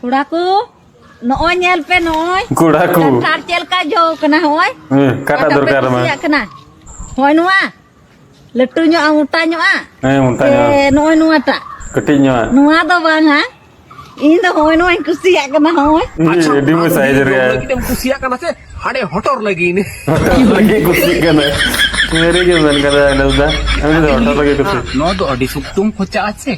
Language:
Santali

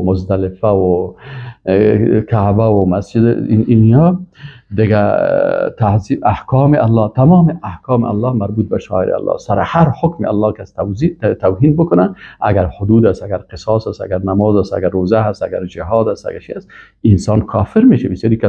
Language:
Persian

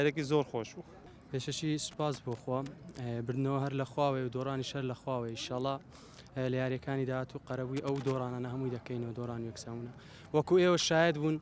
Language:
Central Kurdish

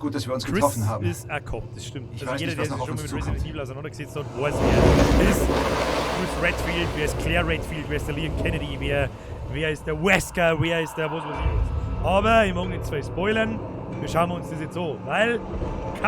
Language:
Bavarian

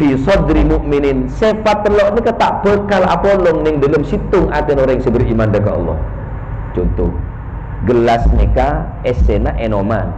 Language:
Madurese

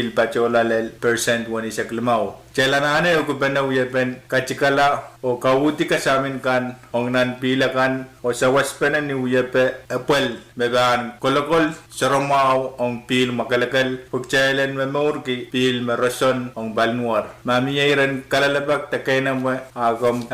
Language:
Pohnpeian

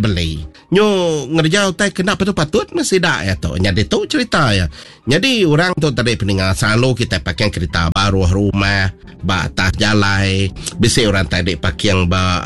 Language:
Iban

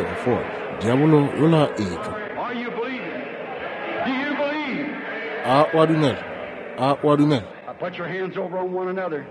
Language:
Northern Sotho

